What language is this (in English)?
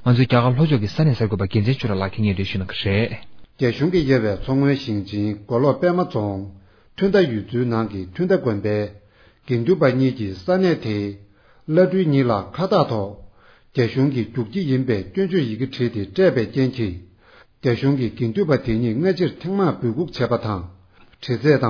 Tibetan